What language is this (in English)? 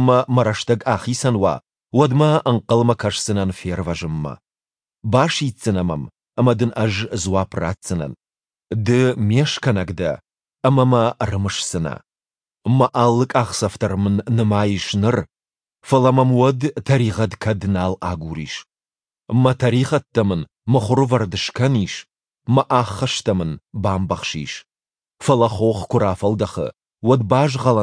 Ossetic